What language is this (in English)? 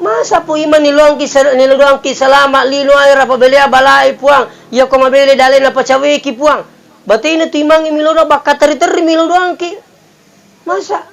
Buginese